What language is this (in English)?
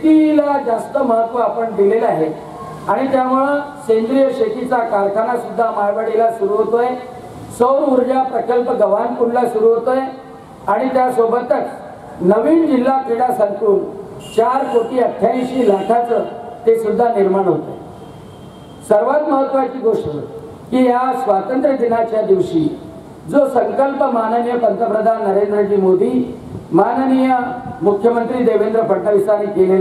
Marathi